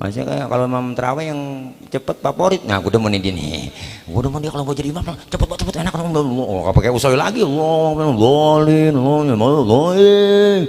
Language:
Betawi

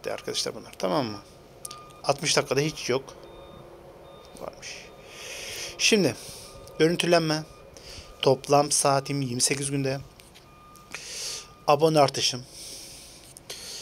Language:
Turkish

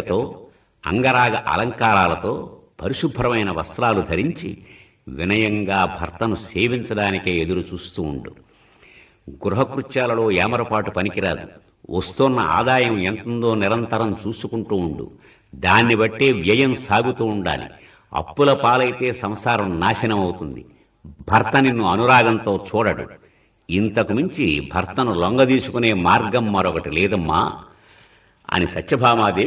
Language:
Telugu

